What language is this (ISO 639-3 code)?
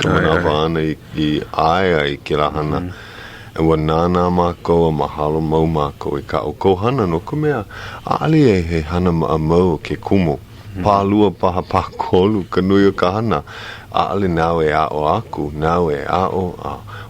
haw